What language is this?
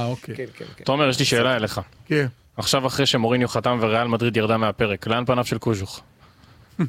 Hebrew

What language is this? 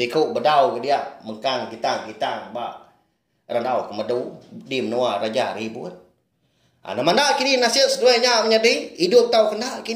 Iban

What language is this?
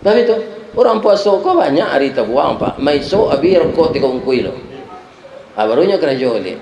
Minangkabau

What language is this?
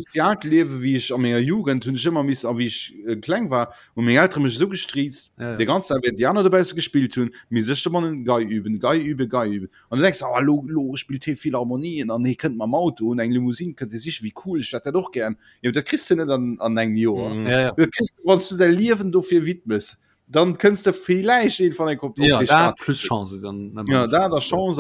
Luxembourgish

